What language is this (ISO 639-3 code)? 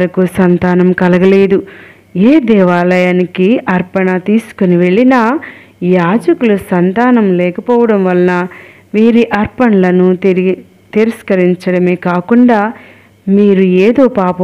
tel